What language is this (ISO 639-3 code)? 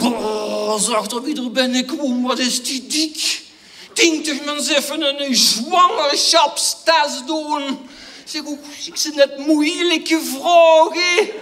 lim